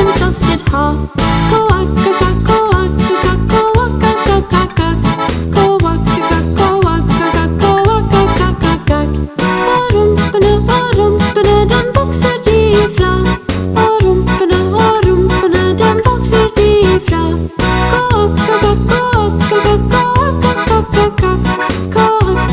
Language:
Norwegian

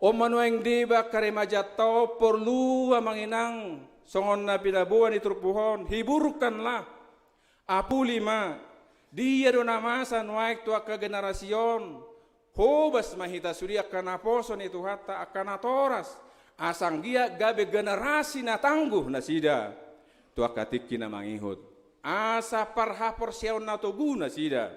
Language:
Batak Toba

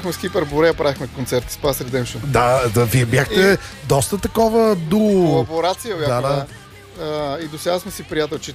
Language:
Bulgarian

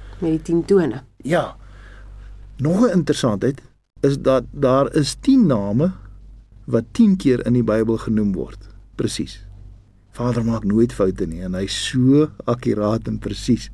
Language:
Afrikaans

